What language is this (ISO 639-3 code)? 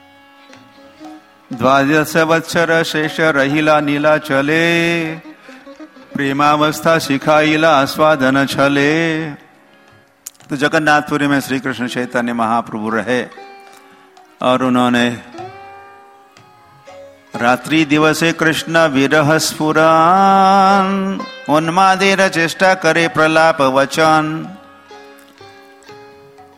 hin